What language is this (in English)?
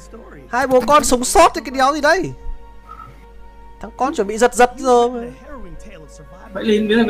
Vietnamese